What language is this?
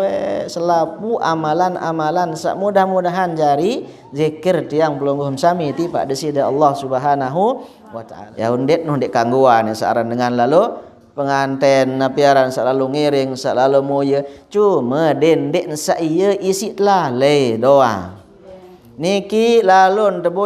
Sasak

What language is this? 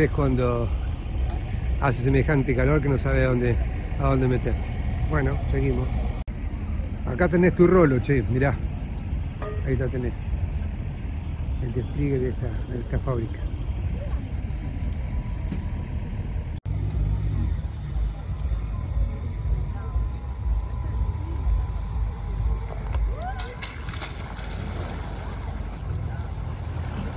Spanish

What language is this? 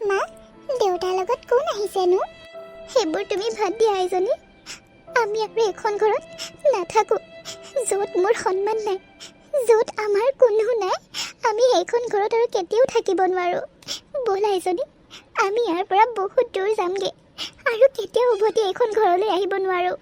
Assamese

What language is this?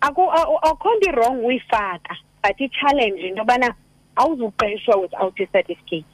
Xhosa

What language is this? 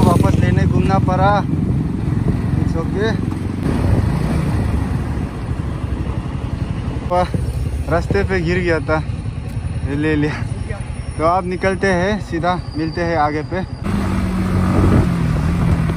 Hindi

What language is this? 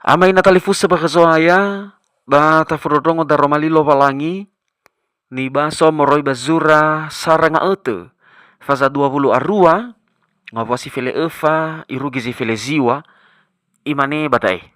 Nias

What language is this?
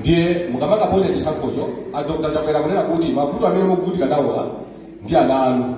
Nyanja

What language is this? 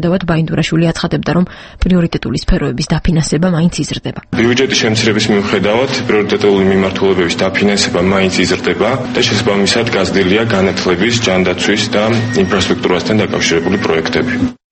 Georgian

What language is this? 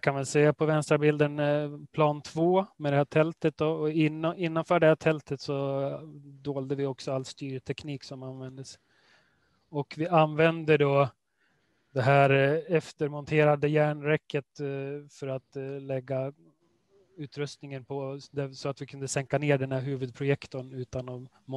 Swedish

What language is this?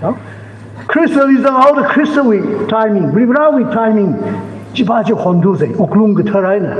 Tangkhul Naga (India)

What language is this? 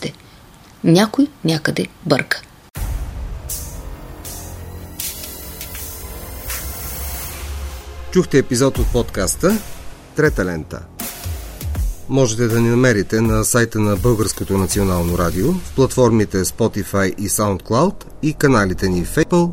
Bulgarian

